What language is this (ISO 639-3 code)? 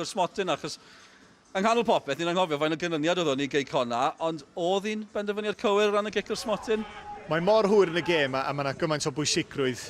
cym